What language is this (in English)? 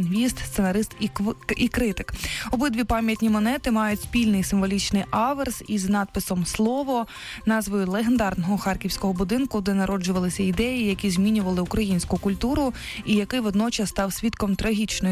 Ukrainian